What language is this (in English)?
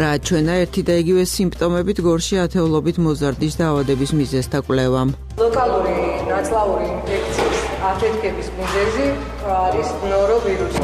Georgian